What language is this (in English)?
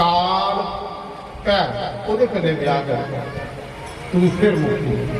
Dogri